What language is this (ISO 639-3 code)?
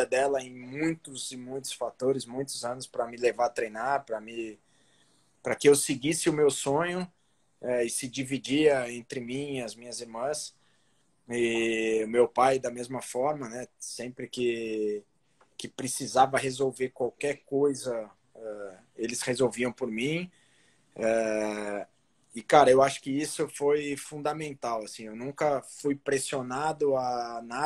por